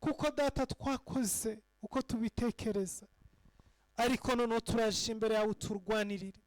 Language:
Kinyarwanda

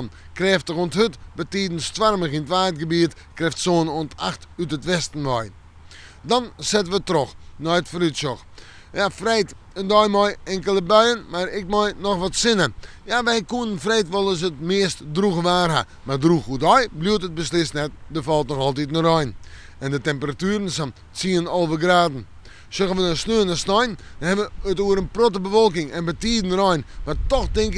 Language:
Western Frisian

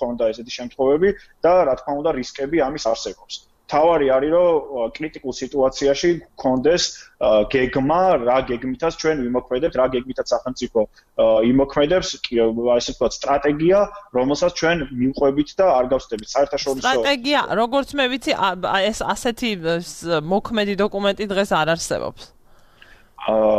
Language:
Georgian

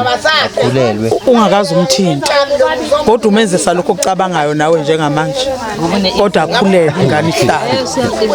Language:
Zulu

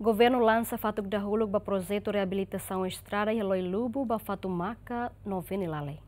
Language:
Tetum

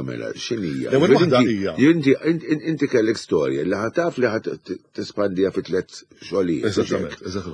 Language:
Maltese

